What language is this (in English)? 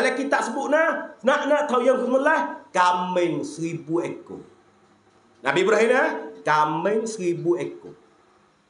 Malay